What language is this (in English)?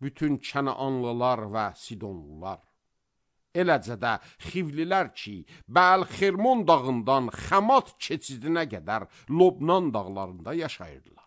Azerbaijani